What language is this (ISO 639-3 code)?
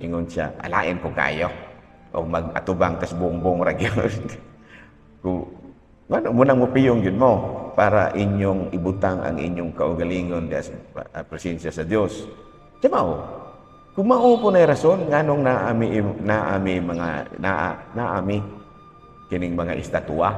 ceb